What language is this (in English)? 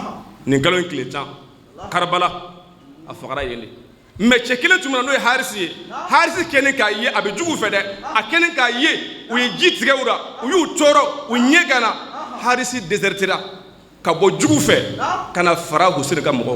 Bambara